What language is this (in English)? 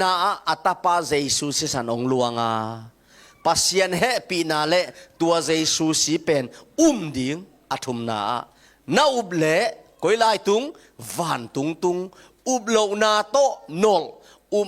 Tedim Chin